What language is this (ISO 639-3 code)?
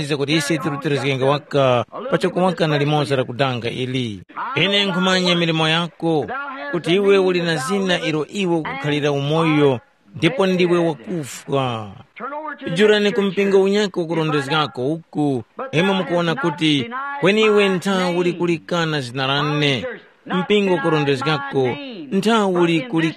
tum